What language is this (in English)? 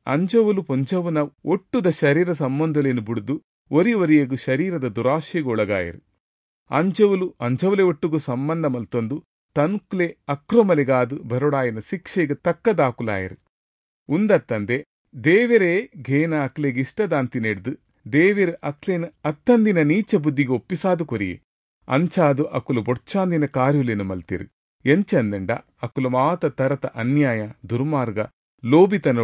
Tulu